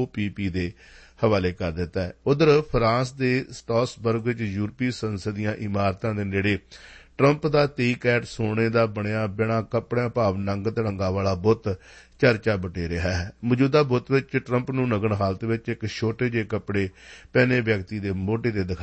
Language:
Punjabi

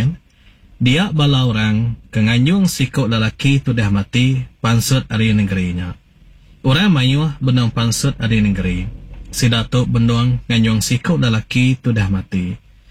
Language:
Iban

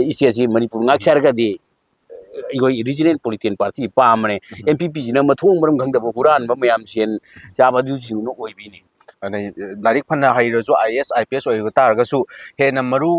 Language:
Manipuri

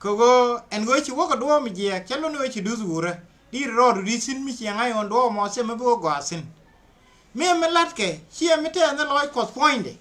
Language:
Nuer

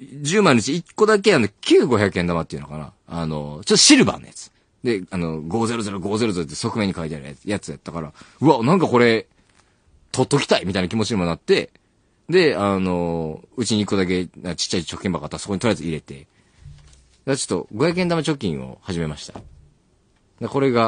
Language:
Japanese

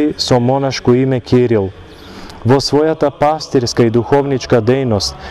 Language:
Macedonian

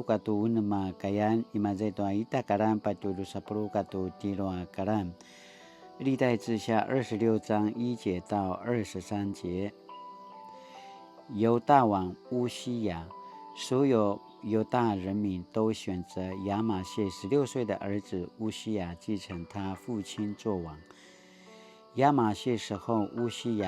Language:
Paiwan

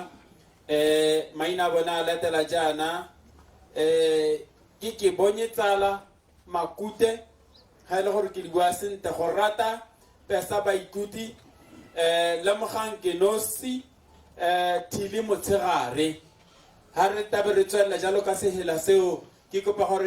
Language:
Tswana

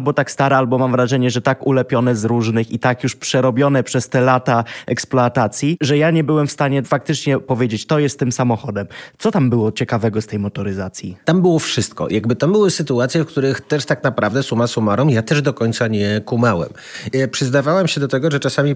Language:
Polish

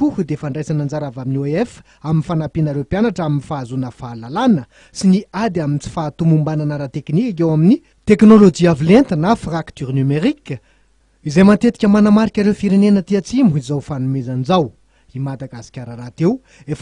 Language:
Malagasy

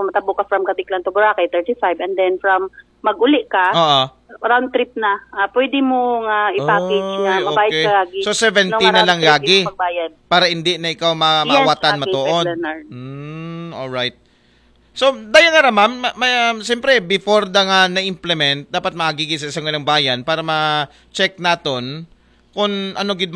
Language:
Aklanon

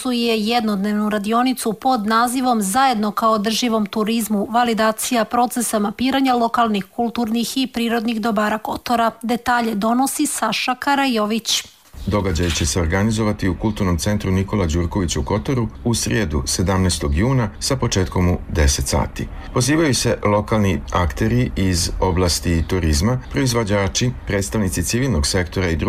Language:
Serbian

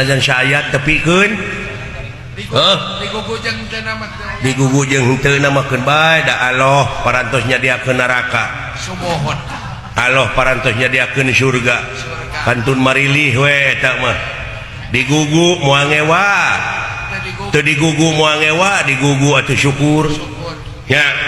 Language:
Sundanese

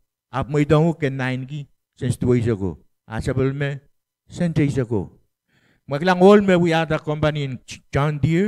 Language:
Pohnpeian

